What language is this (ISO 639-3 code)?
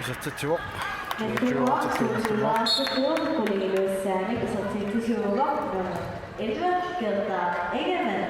kal